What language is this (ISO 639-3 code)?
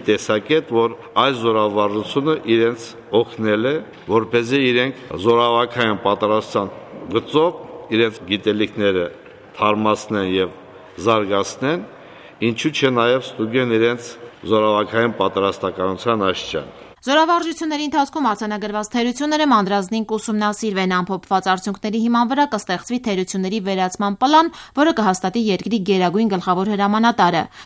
hye